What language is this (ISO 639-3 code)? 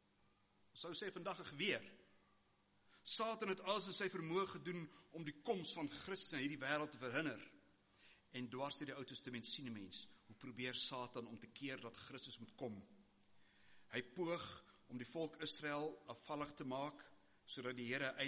afr